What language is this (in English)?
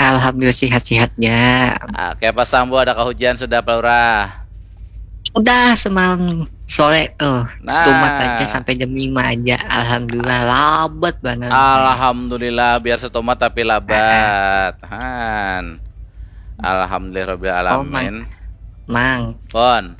Banjar